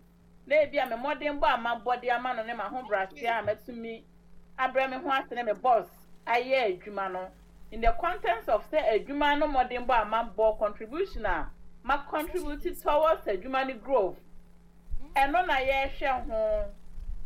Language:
Akan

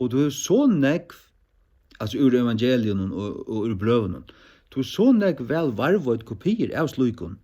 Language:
Faroese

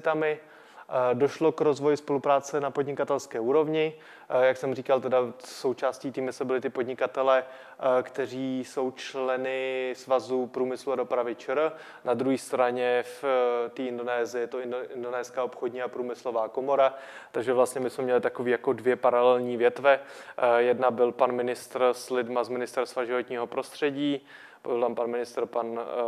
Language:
Czech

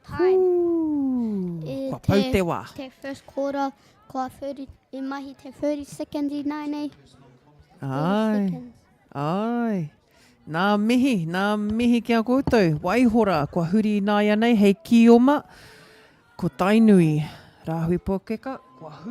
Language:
Māori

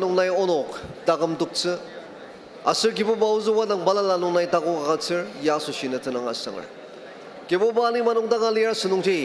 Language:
Ao Naga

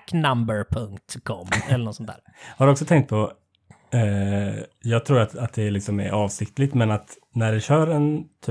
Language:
Swedish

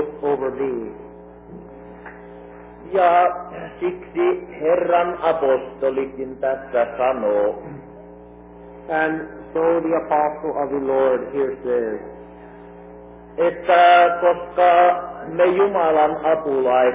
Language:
Finnish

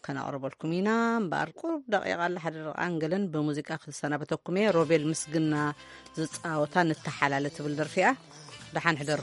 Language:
Tigrinya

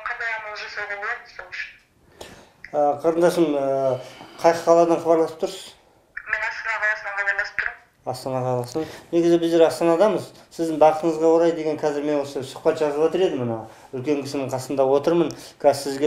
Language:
Kazakh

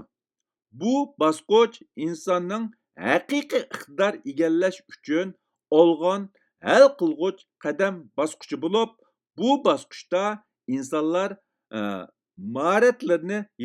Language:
Uyghur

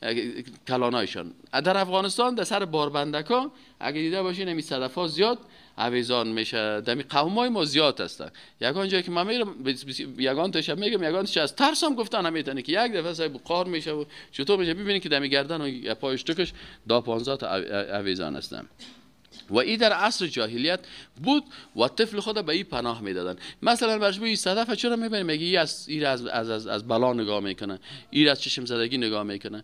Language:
Persian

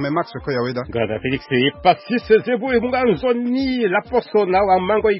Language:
Sango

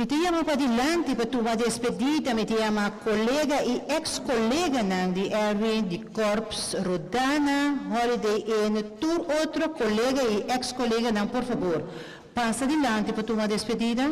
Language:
Papiamento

